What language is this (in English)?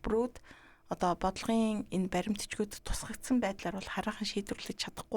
Mongolian